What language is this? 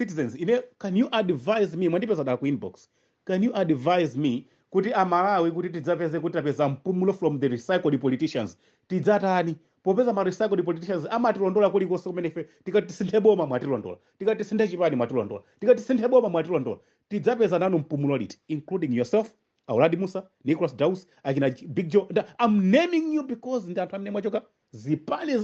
Nyanja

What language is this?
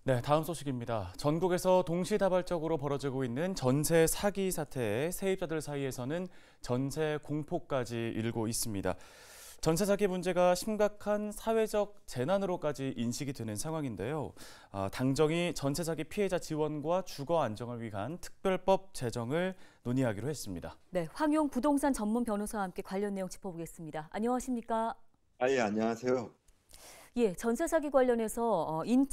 Korean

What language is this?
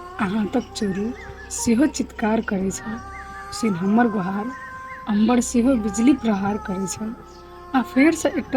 Maithili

